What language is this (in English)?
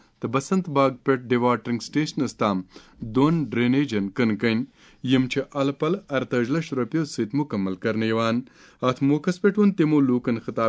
Kashmiri